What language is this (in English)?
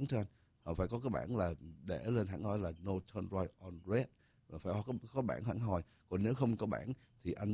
Vietnamese